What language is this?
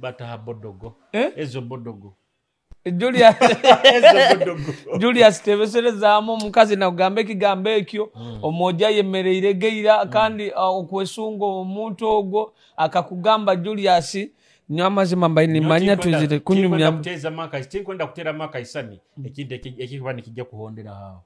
Nyoro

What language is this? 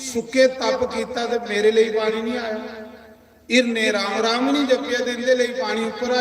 Dogri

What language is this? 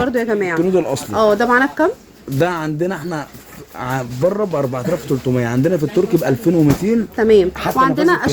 Egyptian Arabic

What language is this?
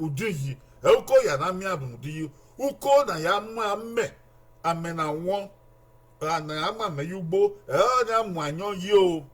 Bini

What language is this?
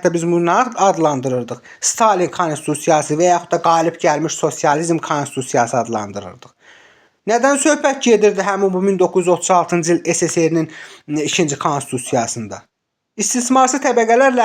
Azerbaijani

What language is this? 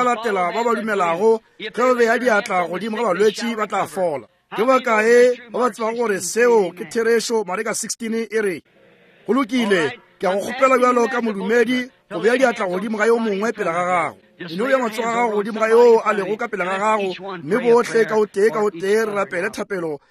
Northern Sotho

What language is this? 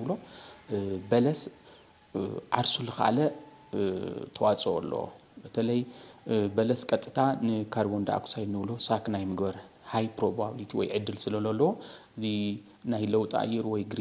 Tigrinya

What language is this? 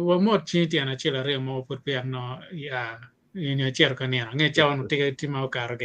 Acoli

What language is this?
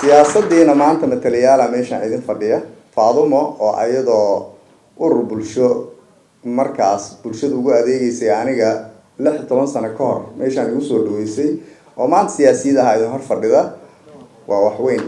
Somali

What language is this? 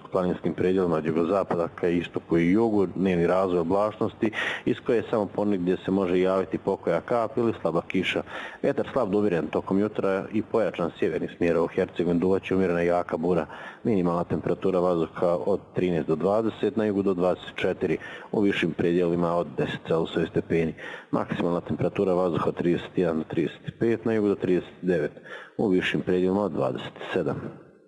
Bosnian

